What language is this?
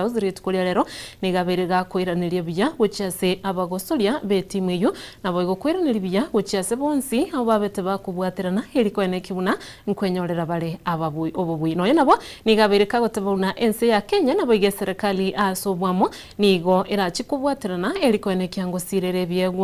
Gusii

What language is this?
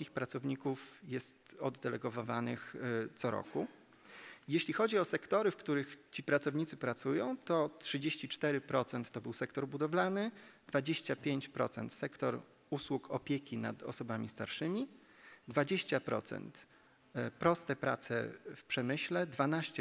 Polish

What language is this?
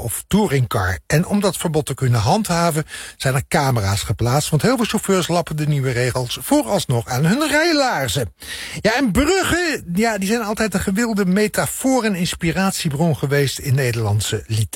Dutch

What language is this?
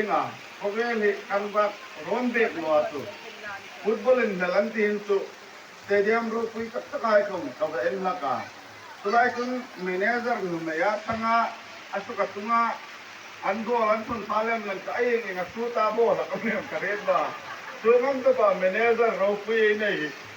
Hmar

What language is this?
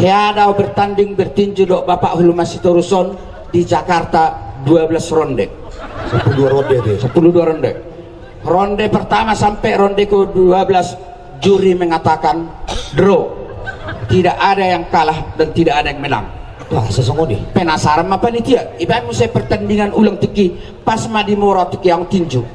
Batak Toba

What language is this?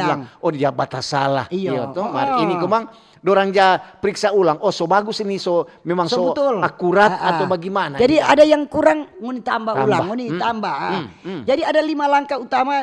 Manado Malay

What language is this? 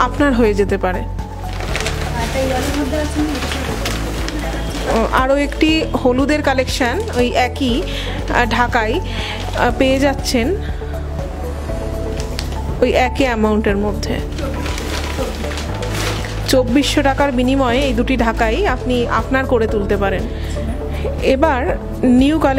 Bangla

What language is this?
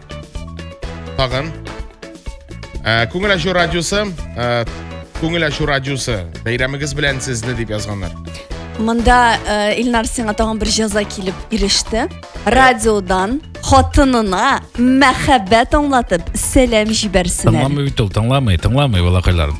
Tatar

